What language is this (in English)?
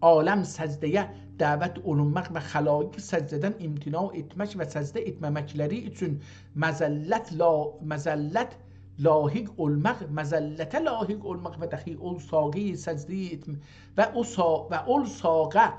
South Azerbaijani